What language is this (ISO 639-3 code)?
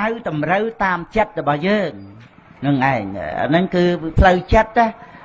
khm